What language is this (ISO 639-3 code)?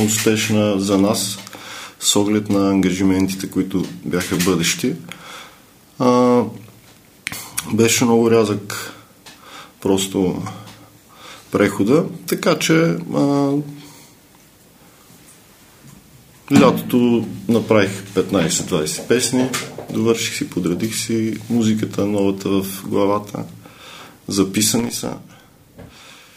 bul